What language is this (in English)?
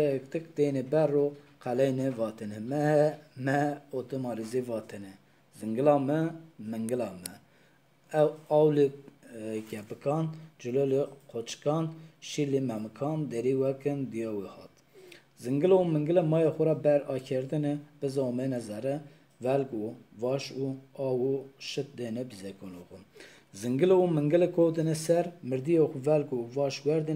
Zaza